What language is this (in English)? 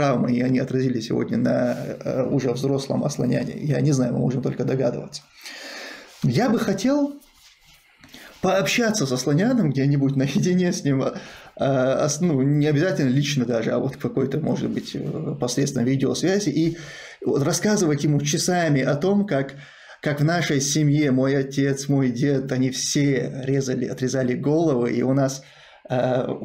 Russian